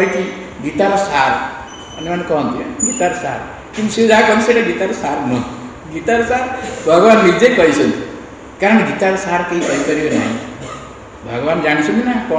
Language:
Odia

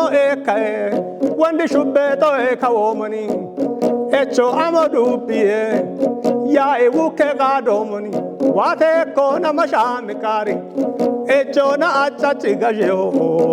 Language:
Kafa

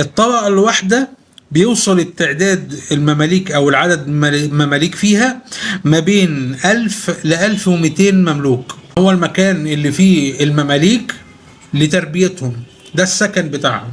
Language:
Egyptian Arabic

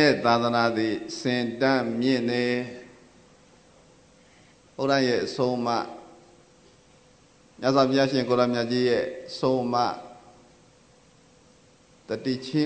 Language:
Burmese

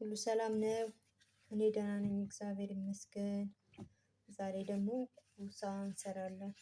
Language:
Amharic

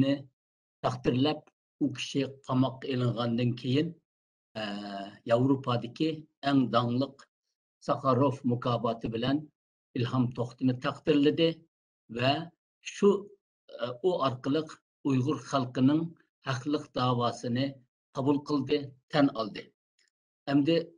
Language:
Uyghur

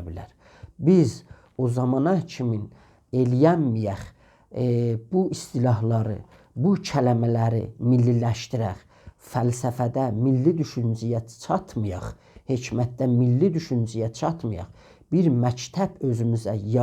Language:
South Azerbaijani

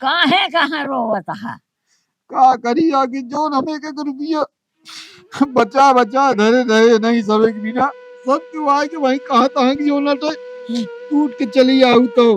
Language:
Awadhi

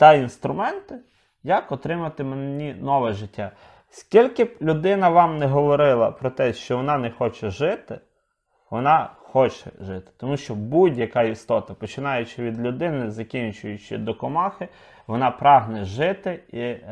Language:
Ukrainian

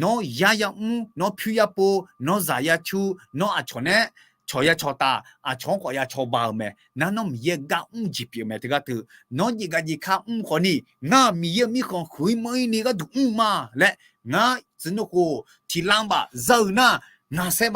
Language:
Akha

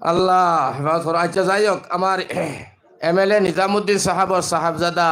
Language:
Sylheti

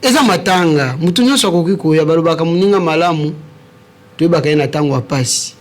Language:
Lingala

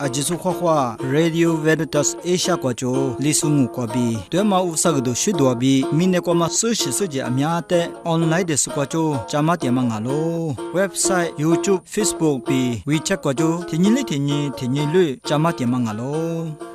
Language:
Lisu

